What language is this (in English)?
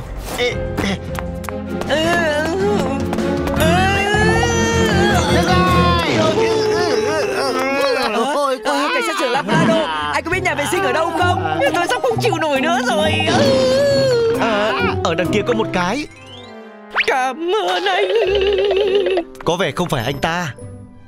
Vietnamese